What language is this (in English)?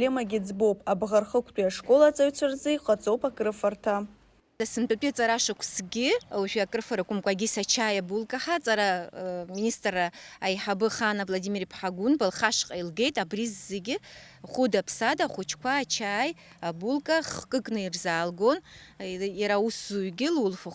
Abkhazian